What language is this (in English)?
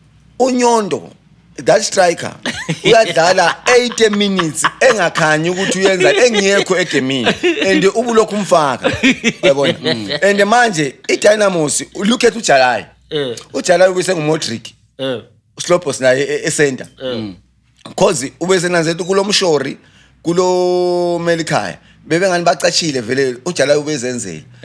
North Ndebele